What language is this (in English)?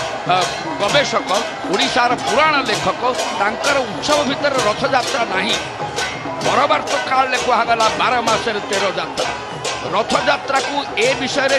Odia